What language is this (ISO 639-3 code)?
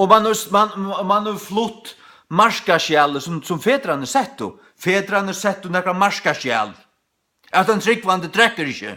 fao